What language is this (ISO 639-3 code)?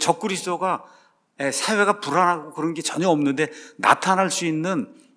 kor